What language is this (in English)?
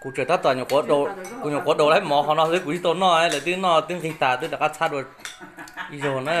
Hmong